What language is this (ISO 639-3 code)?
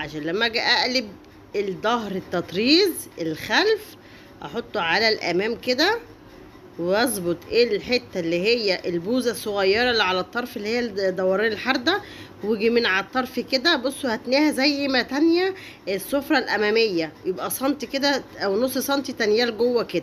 arz